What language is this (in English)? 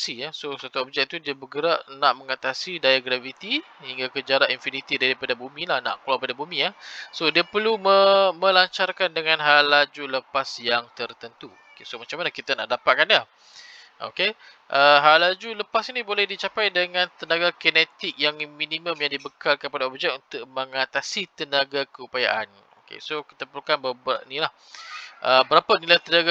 Malay